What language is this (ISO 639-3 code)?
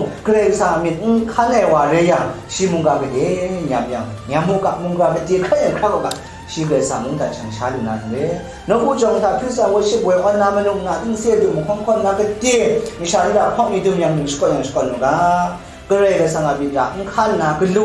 kac